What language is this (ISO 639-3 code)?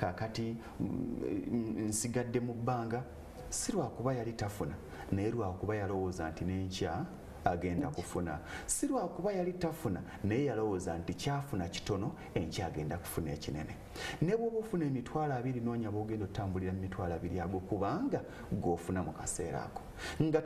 lug